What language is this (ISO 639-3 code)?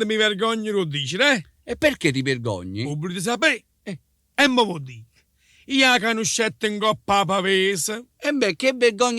nap